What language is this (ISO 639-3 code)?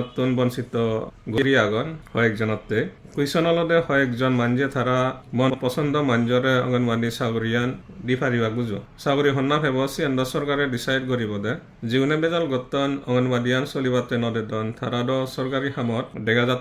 ccp